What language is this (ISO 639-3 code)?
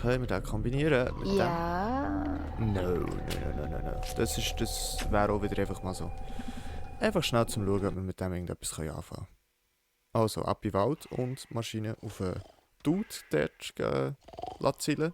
gsw